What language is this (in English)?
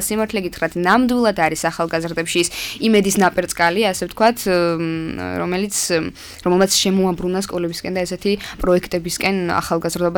Georgian